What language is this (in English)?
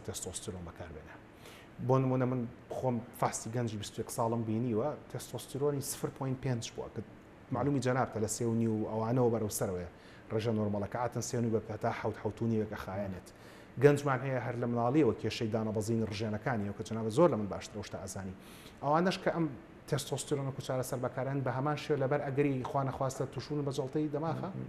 Central Kurdish